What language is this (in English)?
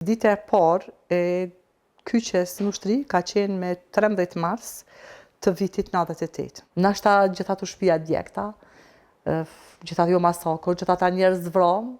Albanian